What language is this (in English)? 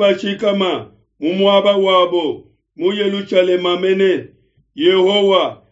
Luba-Lulua